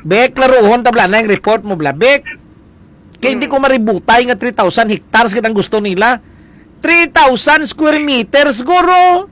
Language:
Hiligaynon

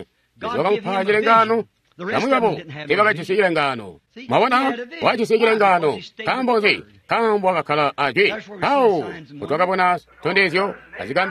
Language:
Tonga (Zambia)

